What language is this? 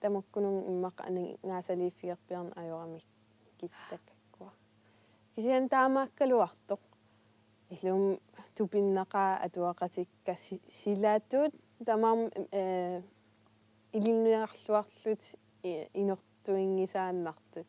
Kalaallisut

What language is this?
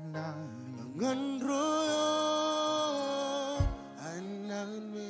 Marshallese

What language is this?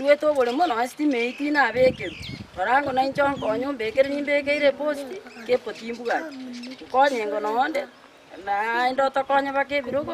Gusii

